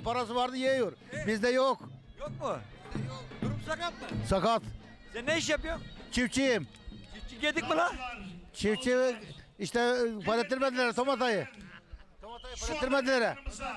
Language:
Turkish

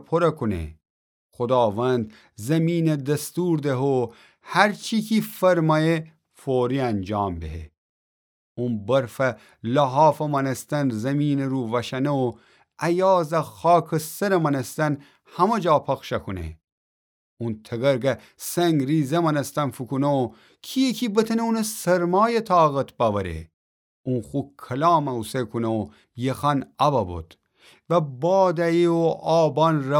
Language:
Gilaki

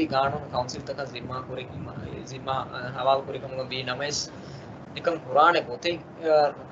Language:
Divehi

